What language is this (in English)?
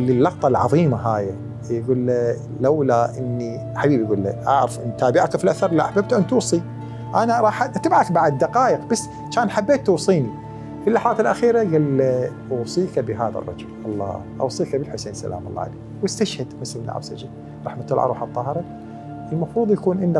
Mesopotamian Arabic